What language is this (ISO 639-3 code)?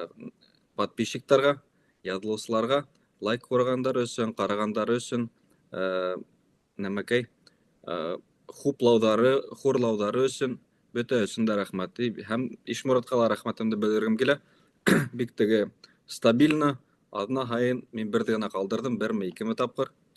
bak